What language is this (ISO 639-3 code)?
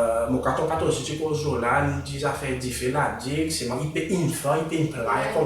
crs